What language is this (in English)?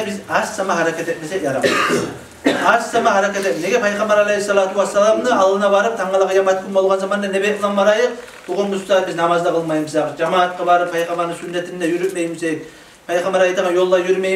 Kumyk